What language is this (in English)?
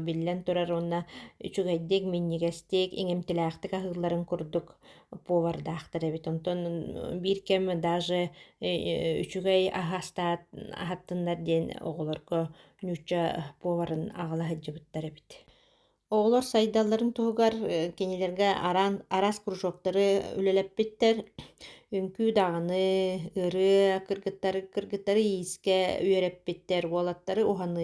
Yakut